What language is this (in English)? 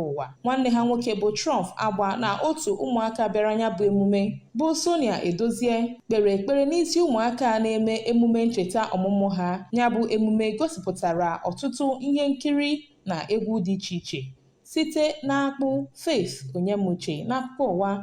Igbo